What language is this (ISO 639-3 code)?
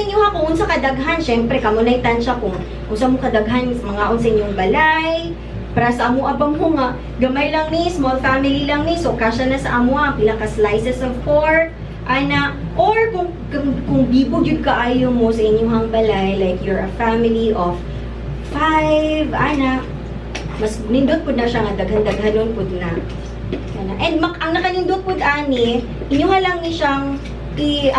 ceb